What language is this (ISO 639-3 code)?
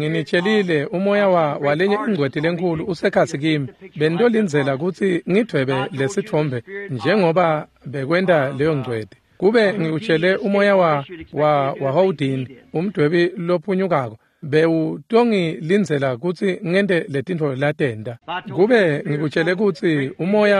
ssw